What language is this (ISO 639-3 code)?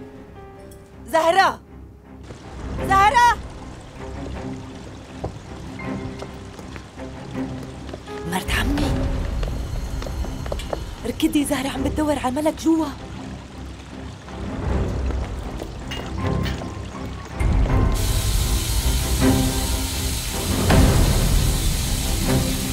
apc